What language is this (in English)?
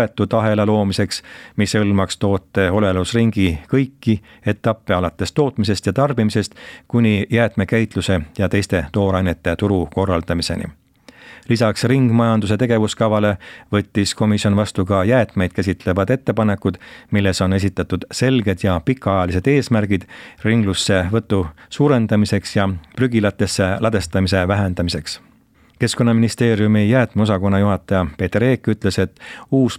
Estonian